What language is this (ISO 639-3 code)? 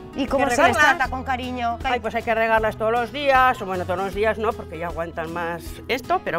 spa